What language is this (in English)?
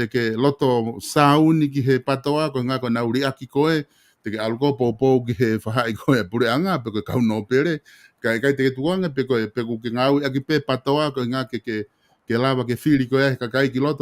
Tongan